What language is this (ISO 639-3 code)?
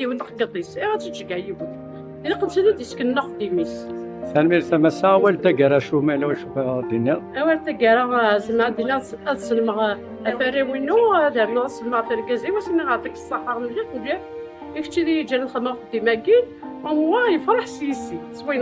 kab